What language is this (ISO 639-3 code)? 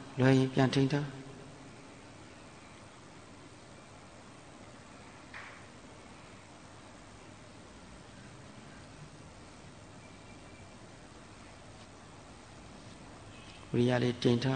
mya